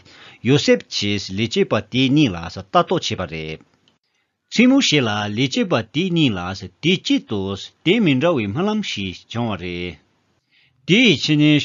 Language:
Tibetan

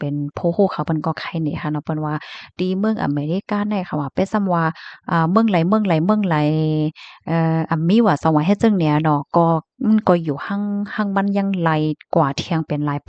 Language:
Shan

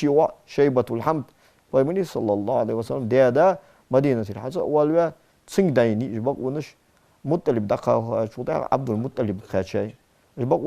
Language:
Ingush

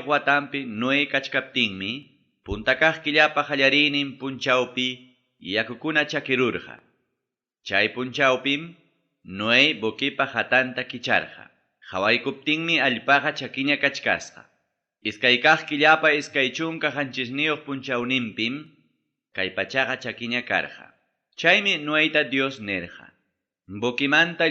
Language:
Ayacucho Quechua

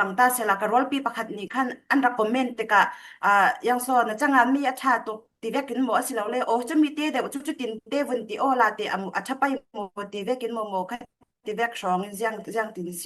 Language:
Falam Chin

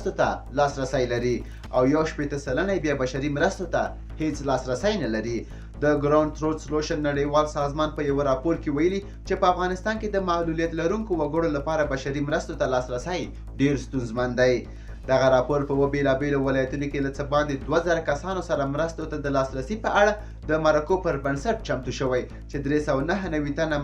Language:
Pashto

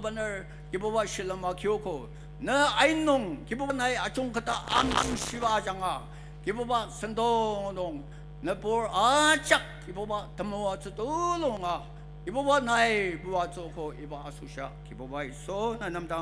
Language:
Ao Naga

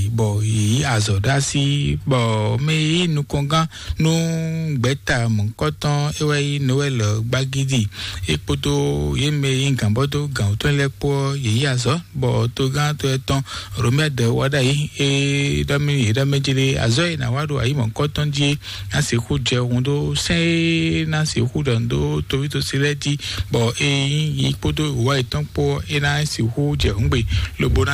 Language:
Fon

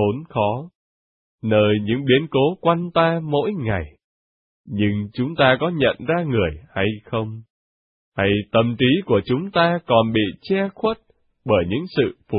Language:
Vietnamese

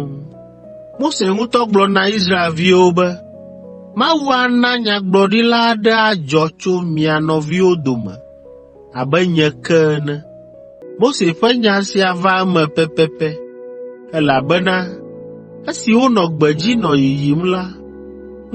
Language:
Ewe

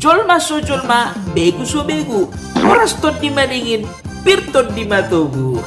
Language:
Batak Toba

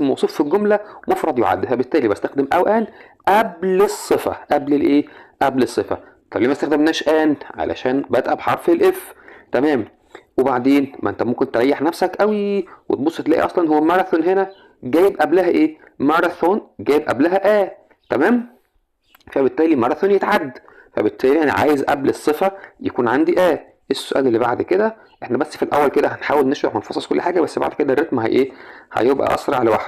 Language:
Egyptian Arabic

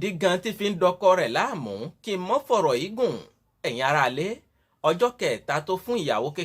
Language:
Yoruba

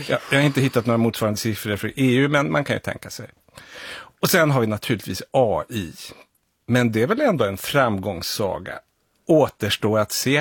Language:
Swedish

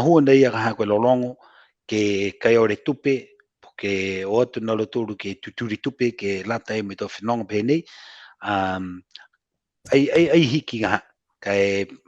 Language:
Niuean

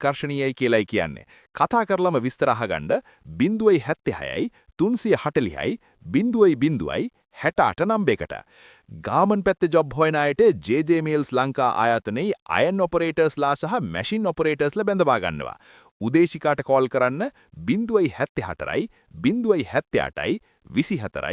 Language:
Sinhala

